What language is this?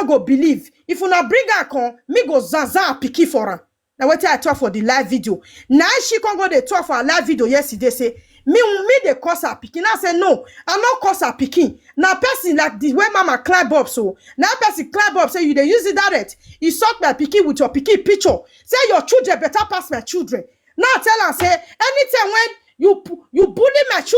Nigerian Pidgin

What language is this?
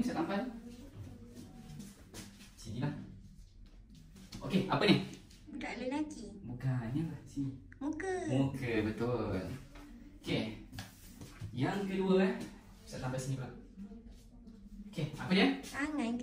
Malay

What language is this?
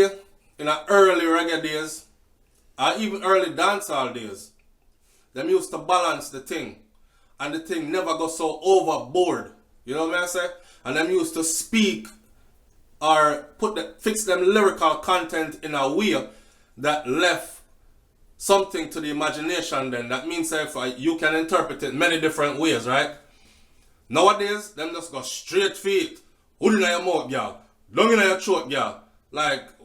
Jamaican Creole English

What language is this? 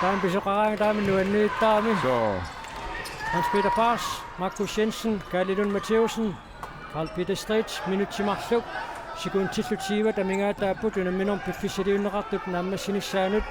Kalaallisut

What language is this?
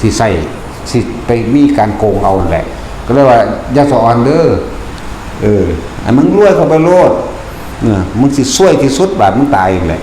Northeastern Thai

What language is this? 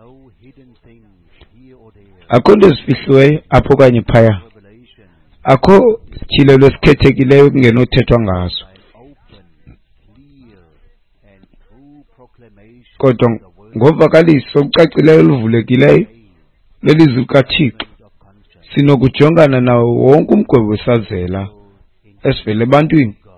Xhosa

